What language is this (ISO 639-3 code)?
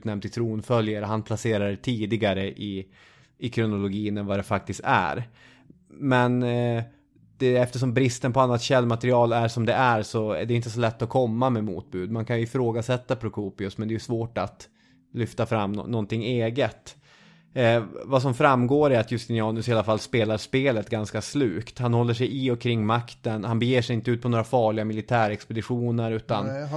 swe